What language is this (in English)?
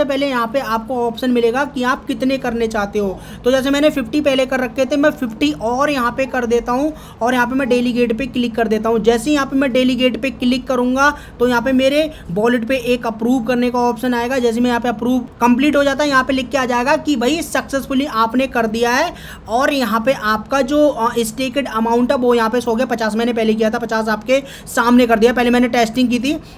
Hindi